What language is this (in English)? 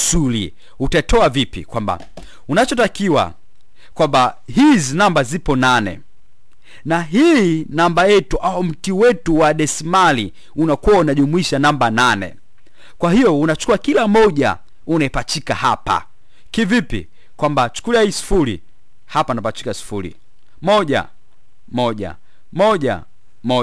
Swahili